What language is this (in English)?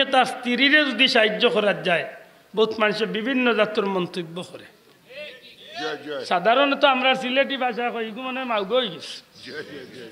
Sylheti